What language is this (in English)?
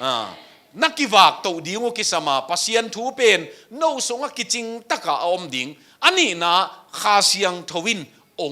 Tedim Chin